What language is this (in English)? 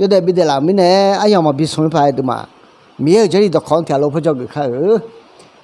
Akha